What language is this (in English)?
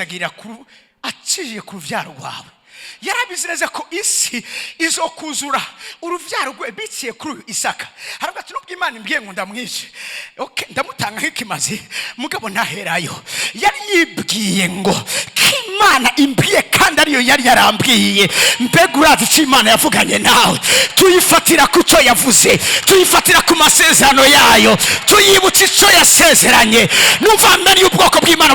Rundi